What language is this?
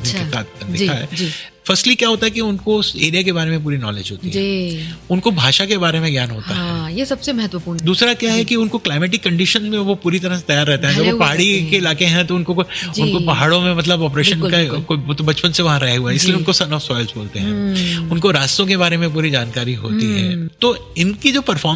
Hindi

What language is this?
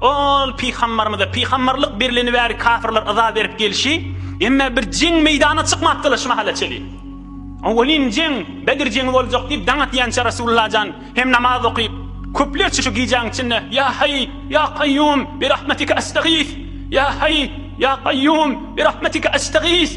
Turkmen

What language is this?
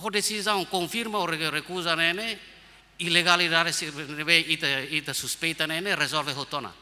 Tetum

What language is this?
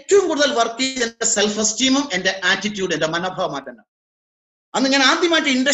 Malayalam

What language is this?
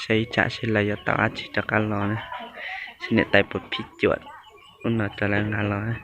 Hmong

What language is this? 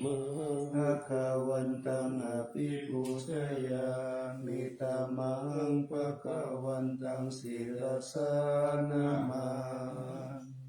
Pali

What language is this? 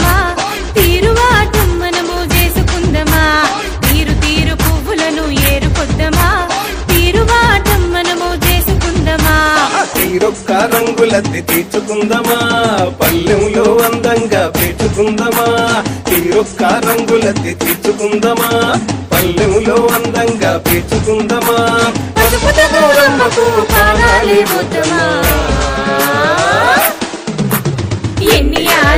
Telugu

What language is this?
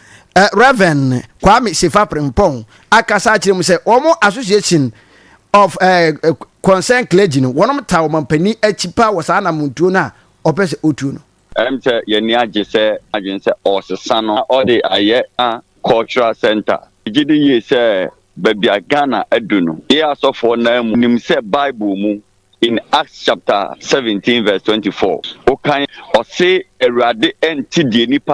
Akan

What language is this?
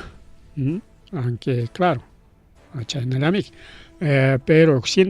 Ayacucho Quechua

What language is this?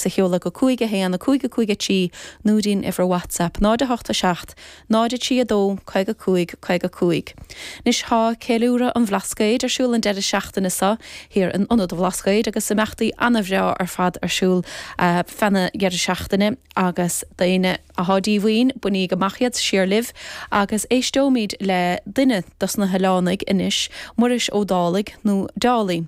Irish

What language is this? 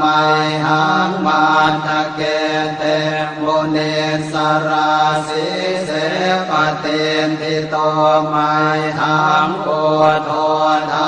Pali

